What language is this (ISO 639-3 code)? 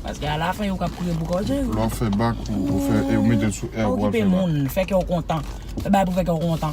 hat